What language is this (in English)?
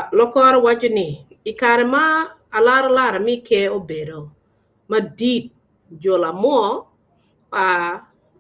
Acoli